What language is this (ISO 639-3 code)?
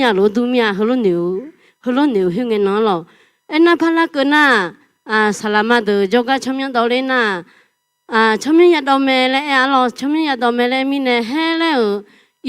ahk